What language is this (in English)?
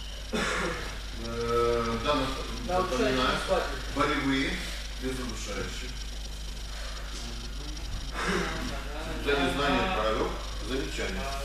Russian